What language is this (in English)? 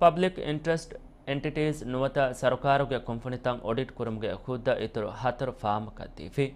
Divehi